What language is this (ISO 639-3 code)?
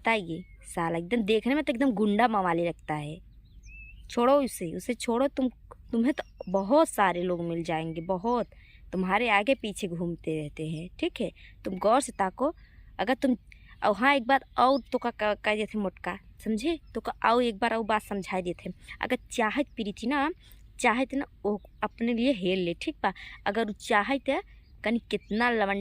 bho